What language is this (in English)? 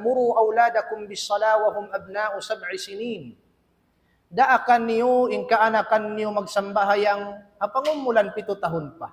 Tausug